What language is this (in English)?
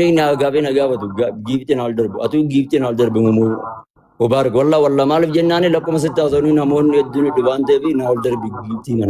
Oromo